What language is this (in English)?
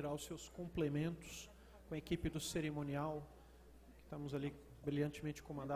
Portuguese